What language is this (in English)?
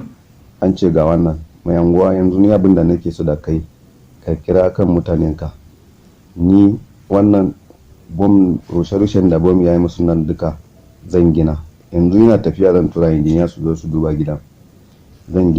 Hausa